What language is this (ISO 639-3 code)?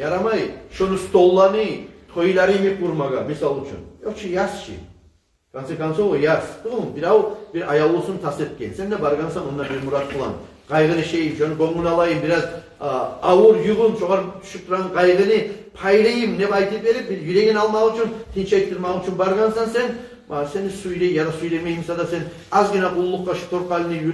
kum